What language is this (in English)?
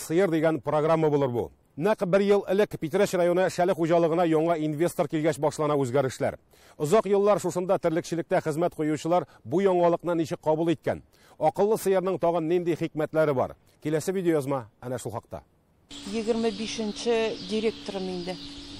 Tatar